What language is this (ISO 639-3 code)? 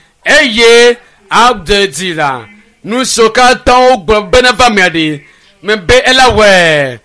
ewe